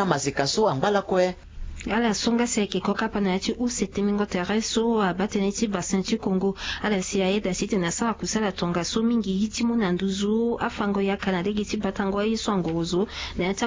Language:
Sango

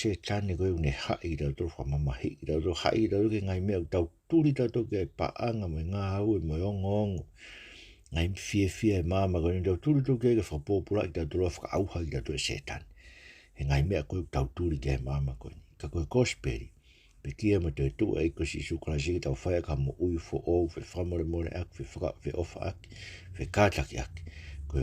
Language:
Tongan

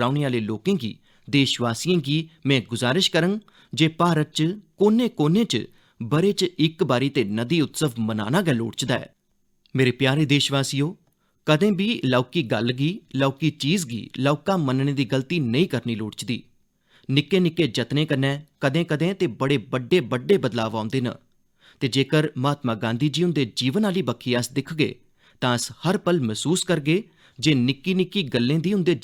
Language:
Dogri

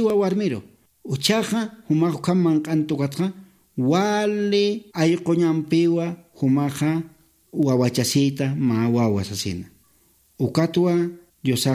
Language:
Aymara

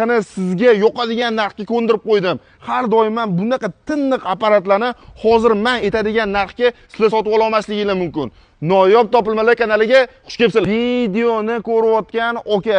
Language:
Uzbek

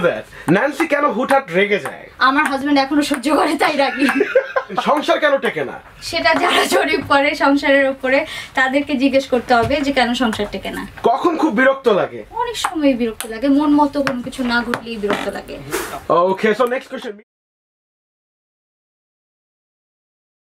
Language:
Bangla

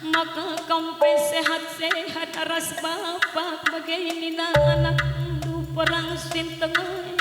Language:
Batak Karo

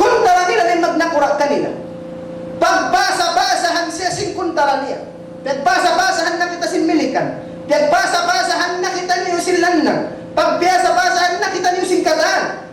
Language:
Tausug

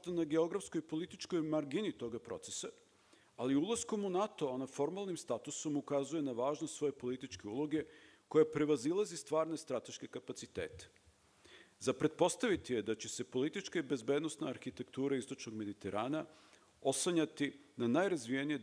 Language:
Serbian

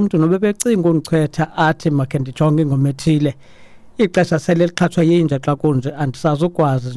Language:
Xhosa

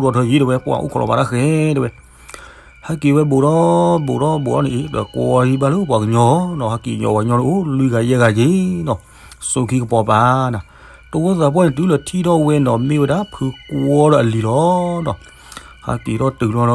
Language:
S'gaw Karen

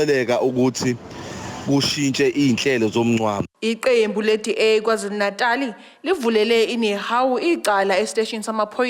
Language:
Zulu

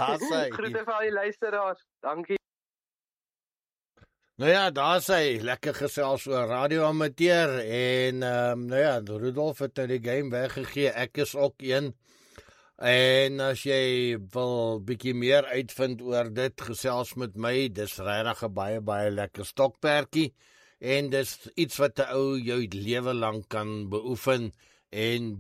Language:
Afrikaans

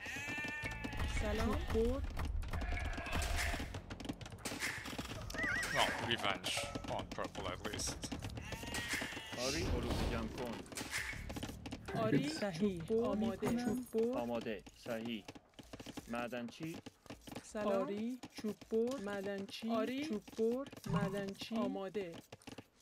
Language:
Persian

